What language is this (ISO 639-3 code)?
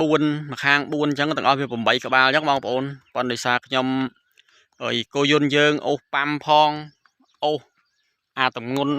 khm